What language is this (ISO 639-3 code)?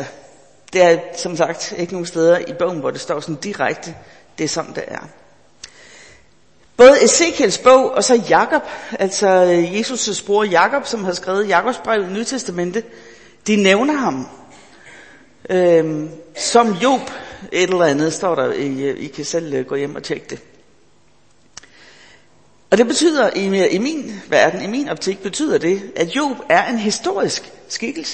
dan